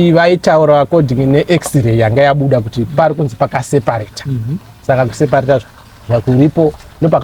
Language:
Shona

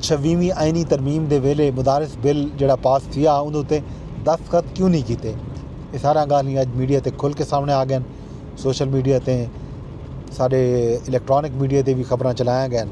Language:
Saraiki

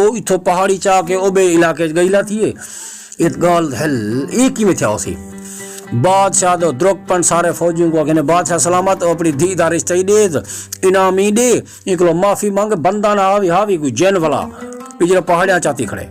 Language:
Saraiki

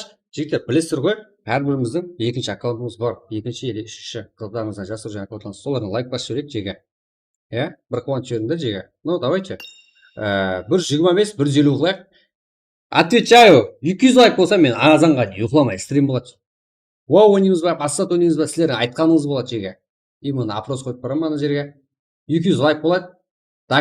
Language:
Kara-Kalpak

